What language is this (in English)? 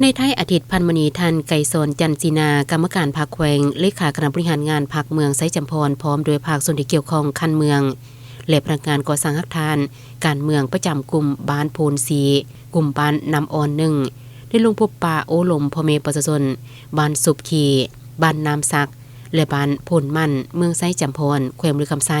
Lao